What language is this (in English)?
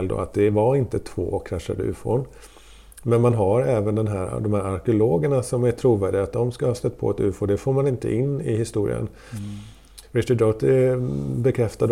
Swedish